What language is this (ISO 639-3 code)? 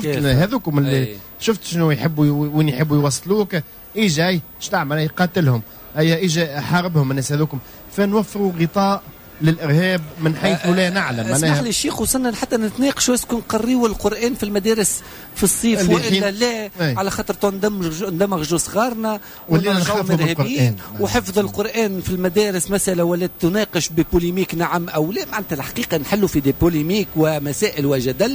aeb